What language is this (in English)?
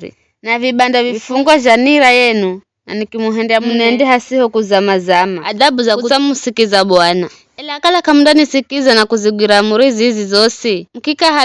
Giryama